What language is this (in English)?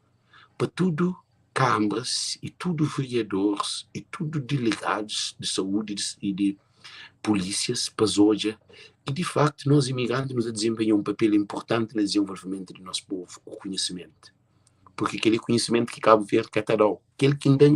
Kabuverdianu